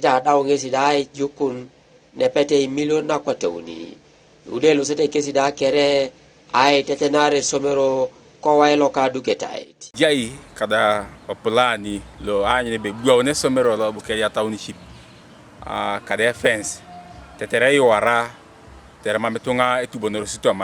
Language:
Teso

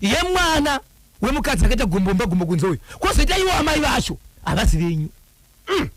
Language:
Shona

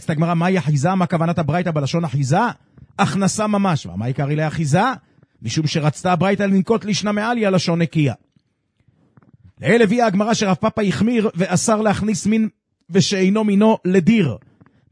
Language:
Hebrew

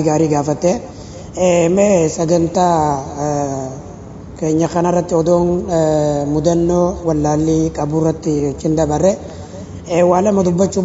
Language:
Oromo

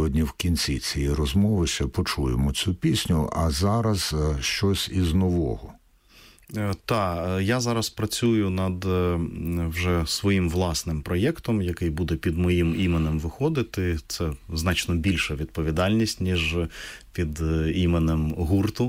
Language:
Ukrainian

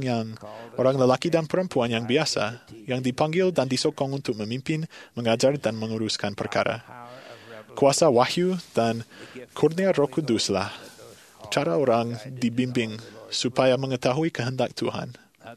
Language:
Malay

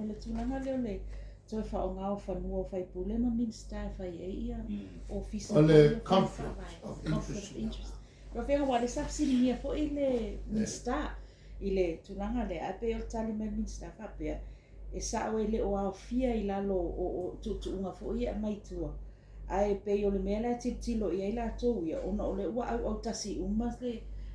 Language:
Samoan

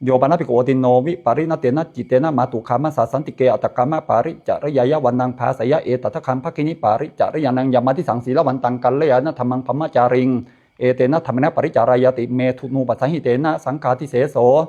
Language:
Pali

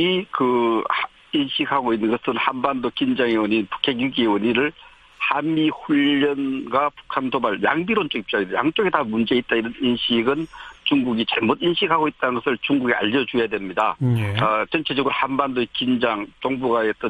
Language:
Korean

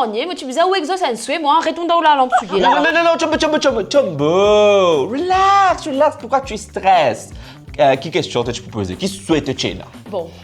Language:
Morisyen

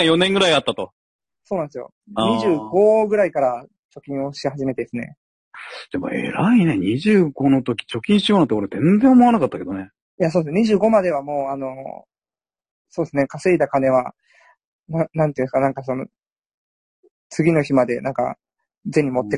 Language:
Japanese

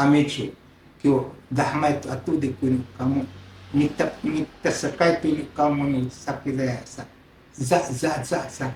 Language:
Sakizaya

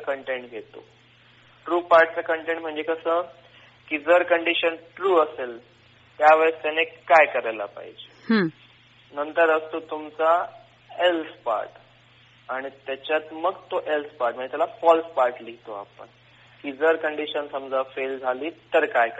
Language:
Marathi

